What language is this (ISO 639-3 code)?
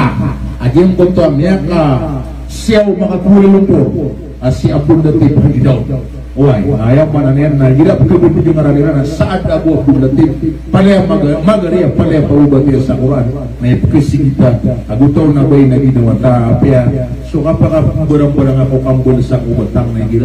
mrw